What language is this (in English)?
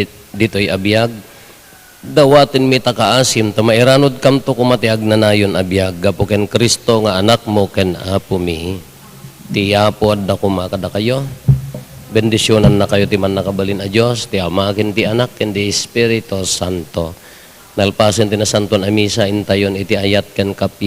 Iloko